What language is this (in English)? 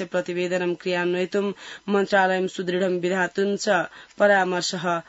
Sanskrit